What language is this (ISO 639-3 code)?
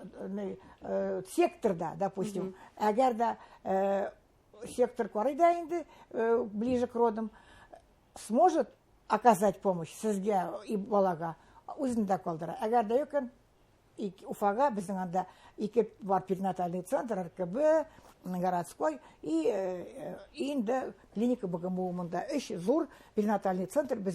bak